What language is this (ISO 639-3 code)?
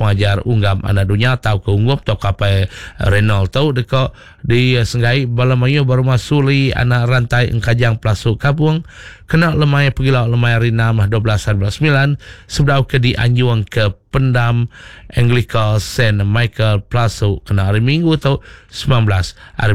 iba